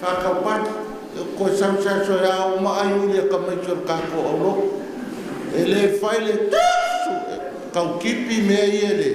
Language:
Samoan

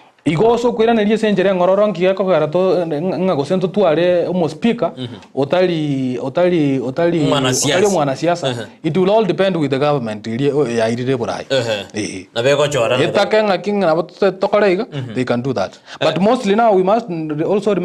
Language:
Gusii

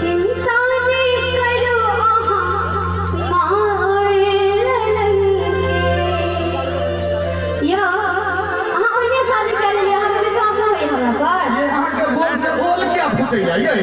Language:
Maithili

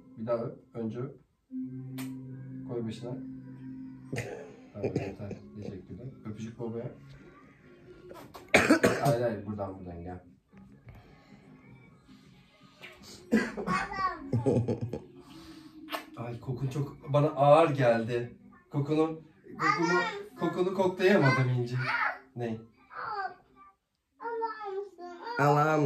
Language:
Turkish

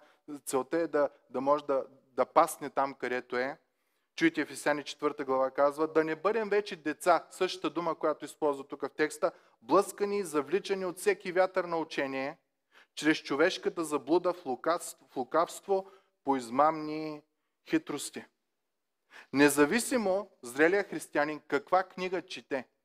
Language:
Bulgarian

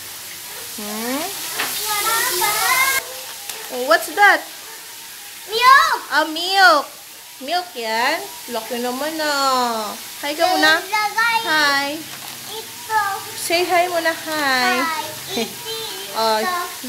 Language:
Filipino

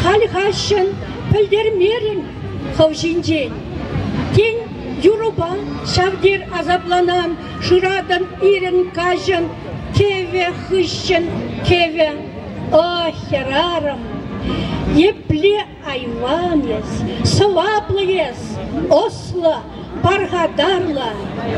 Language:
Chuvash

